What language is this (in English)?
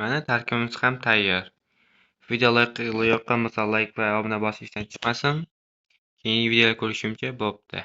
Uzbek